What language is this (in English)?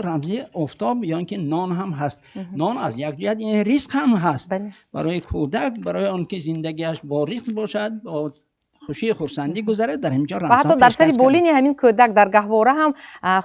Tajik